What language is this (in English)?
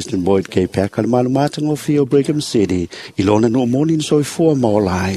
Samoan